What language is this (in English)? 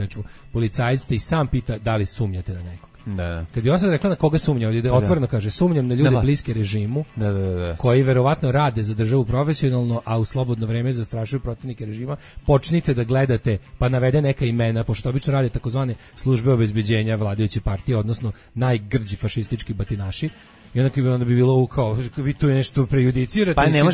Serbian